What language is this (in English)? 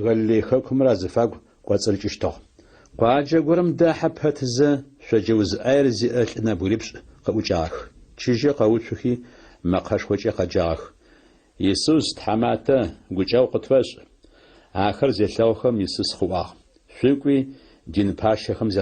Adyghe